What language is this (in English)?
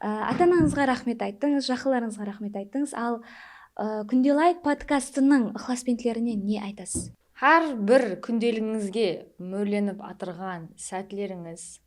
Kara-Kalpak